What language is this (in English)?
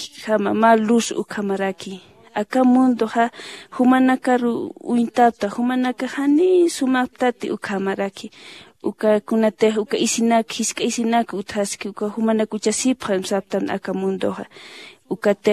Aymara